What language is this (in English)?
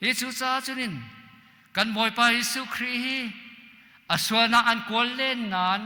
Hakha Chin